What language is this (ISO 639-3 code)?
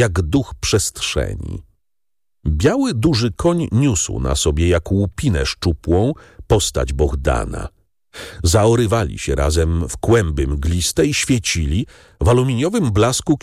pol